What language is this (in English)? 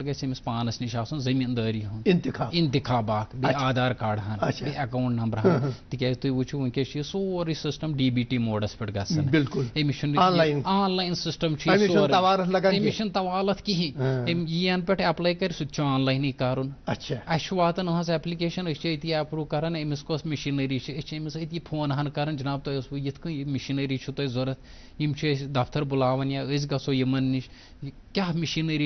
Kashmiri